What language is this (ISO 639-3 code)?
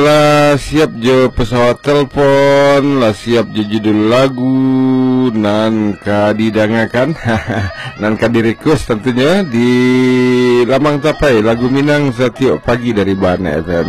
min